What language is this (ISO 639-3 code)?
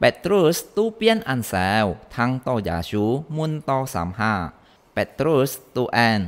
hak